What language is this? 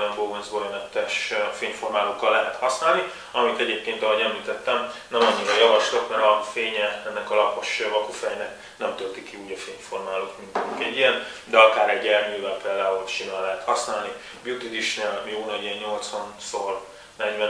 Hungarian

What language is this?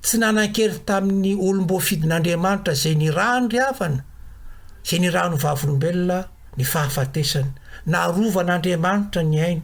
Malagasy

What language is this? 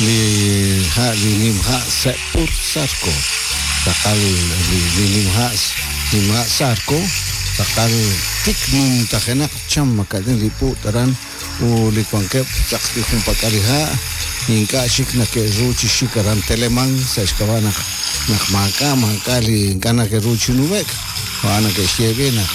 Kekchí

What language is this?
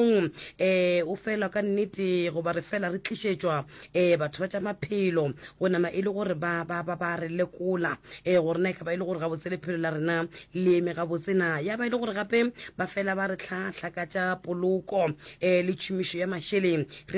Northern Sotho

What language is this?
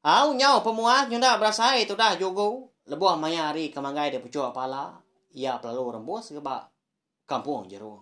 Iban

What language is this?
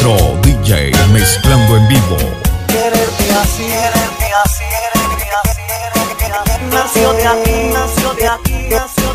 Spanish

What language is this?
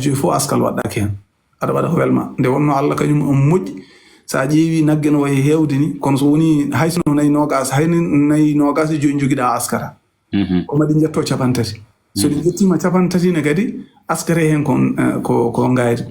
Fula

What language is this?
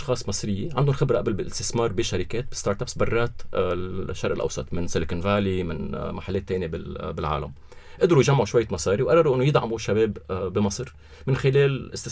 North Levantine Arabic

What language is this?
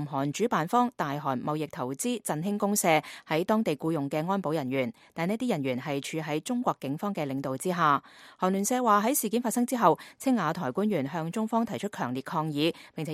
Cantonese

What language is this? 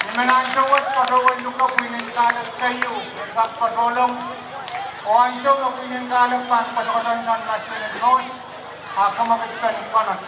Pohnpeian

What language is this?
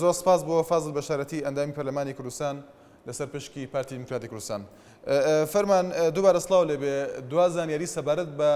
Central Kurdish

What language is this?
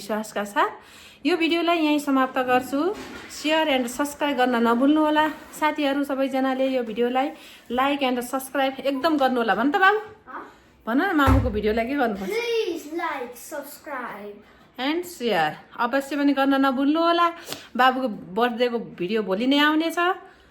Nepali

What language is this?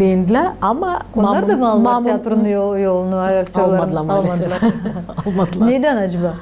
Gagauz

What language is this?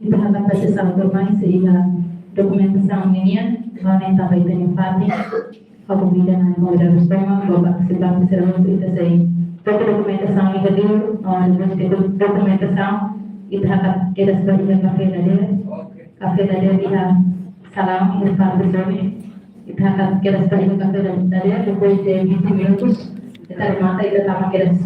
Tetum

